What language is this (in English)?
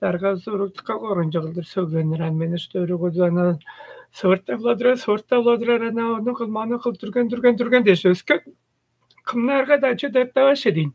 Tuvinian